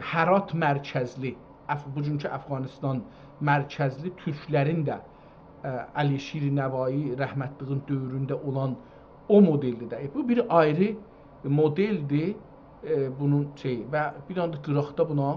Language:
South Azerbaijani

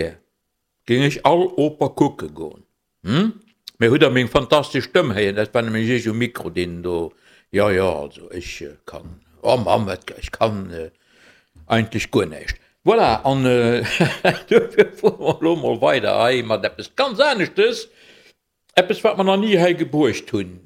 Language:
Luxembourgish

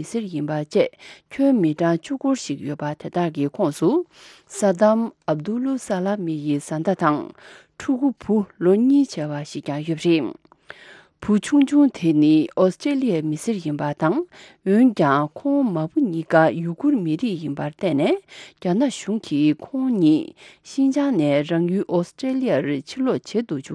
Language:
Tibetan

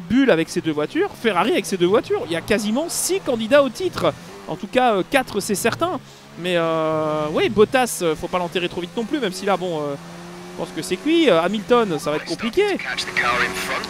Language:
French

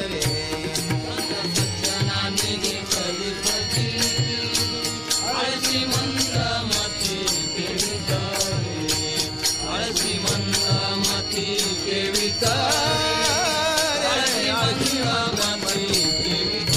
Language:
Marathi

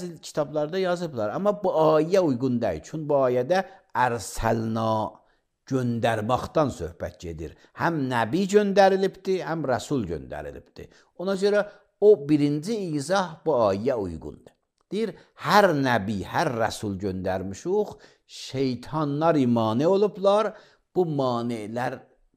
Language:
Azerbaijani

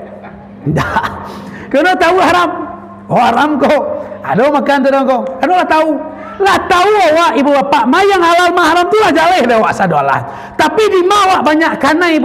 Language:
Minangkabau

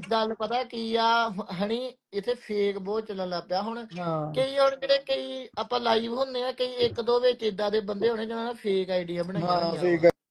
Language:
Punjabi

